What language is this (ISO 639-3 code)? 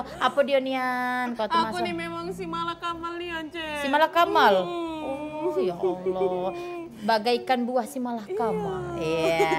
mui